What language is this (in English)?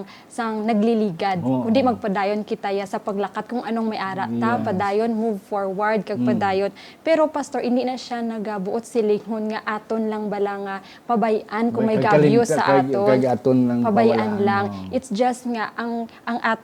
Hiligaynon